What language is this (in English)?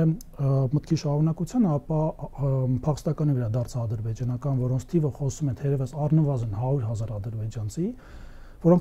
Armenian